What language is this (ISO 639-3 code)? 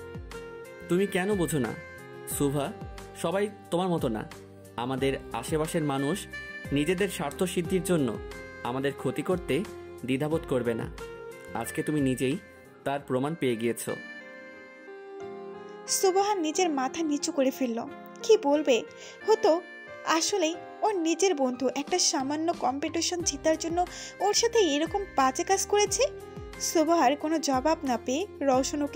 ben